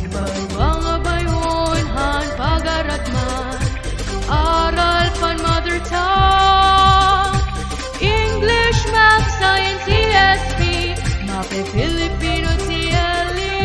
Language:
Waray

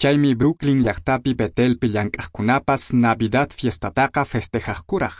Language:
Quechua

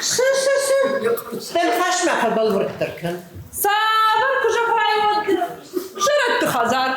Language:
Ossetic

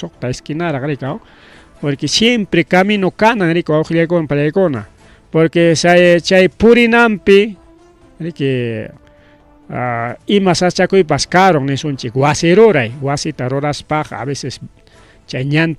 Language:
Ayacucho Quechua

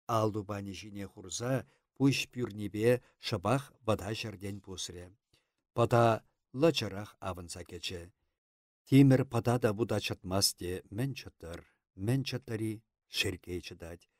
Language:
Chuvash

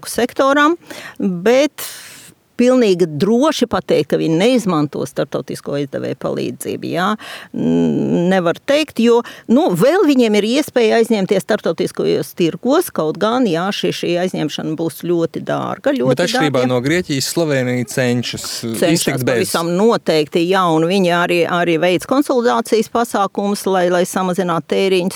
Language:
Latvian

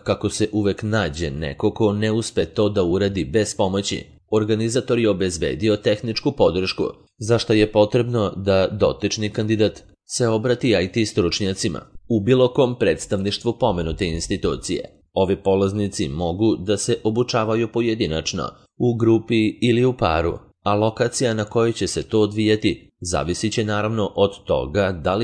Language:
Serbian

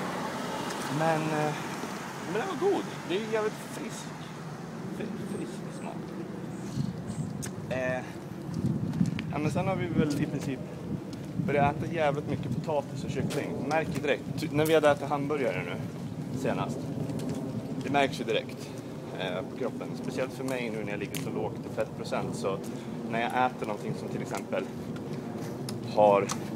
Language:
Swedish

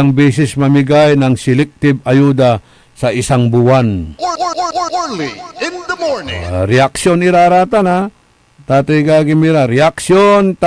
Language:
Pangasinan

